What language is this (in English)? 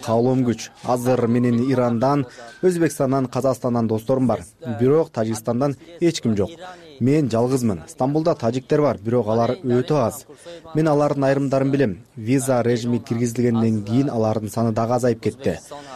Kyrgyz